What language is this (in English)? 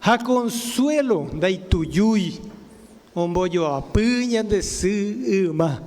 Guarani